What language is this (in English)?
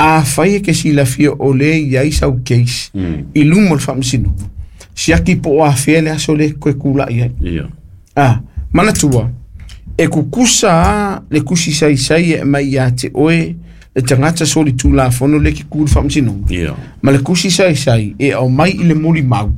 Samoan